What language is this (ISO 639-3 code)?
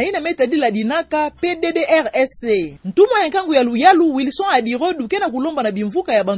ktu